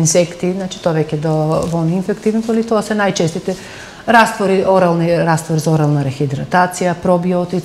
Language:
Macedonian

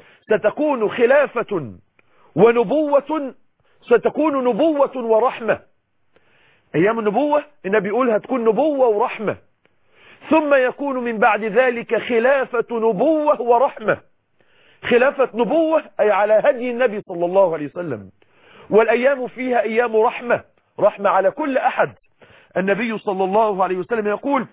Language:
Arabic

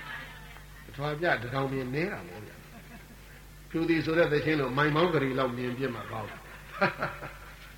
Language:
Burmese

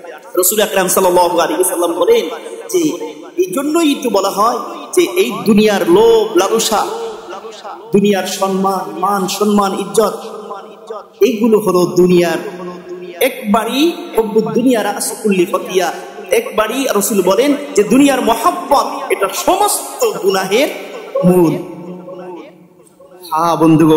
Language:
Bangla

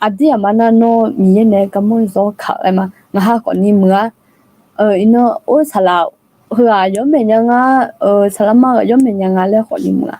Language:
Akha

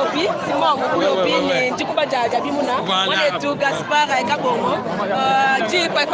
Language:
Luba-Lulua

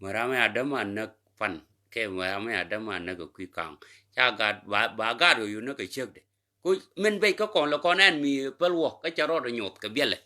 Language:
Nuer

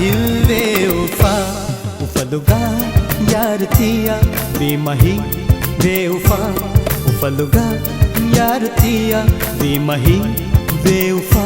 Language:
Divehi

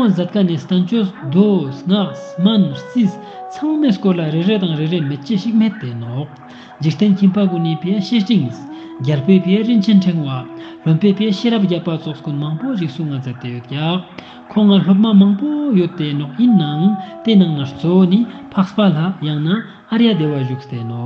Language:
Ladakhi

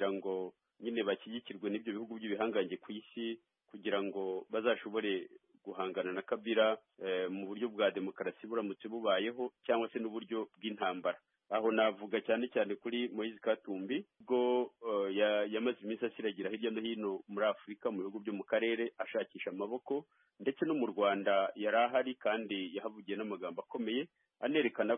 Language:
Kinyarwanda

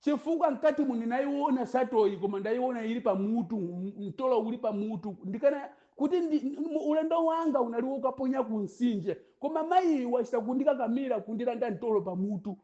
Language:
Nyanja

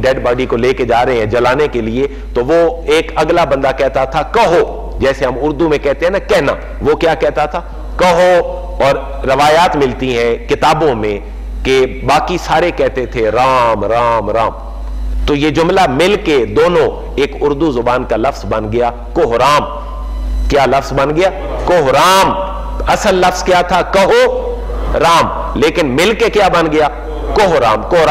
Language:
Urdu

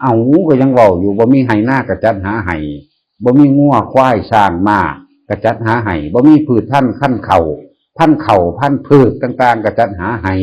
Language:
Northeastern Thai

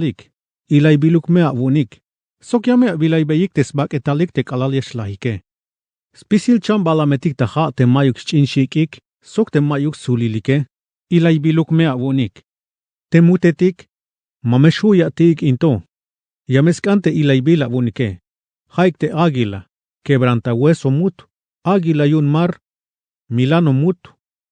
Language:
Tzeltal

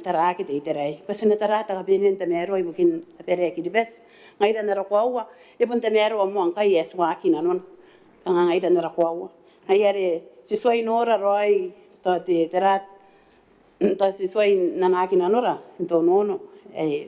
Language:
Gilbertese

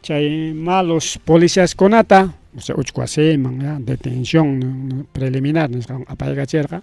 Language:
Ayacucho Quechua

